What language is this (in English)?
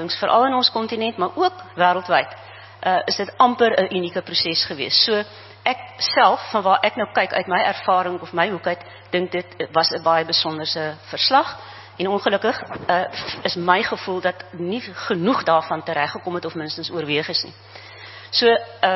Afrikaans